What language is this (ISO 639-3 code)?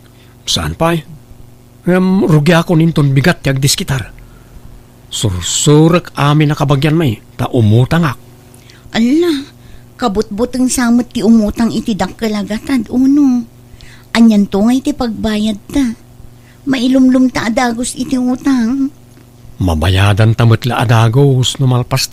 ilo